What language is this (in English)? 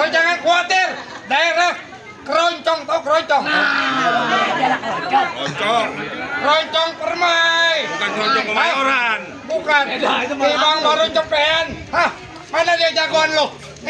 Betawi